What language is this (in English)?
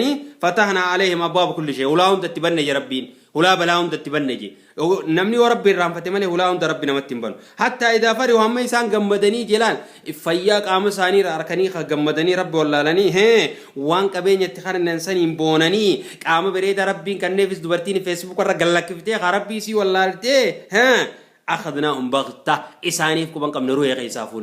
Oromo